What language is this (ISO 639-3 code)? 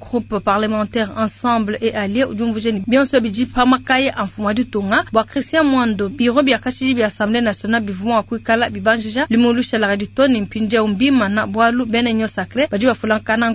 lua